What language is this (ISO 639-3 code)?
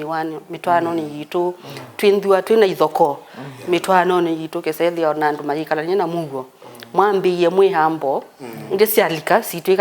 kam